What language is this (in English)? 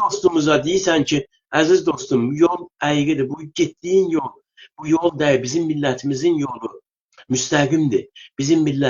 South Azerbaijani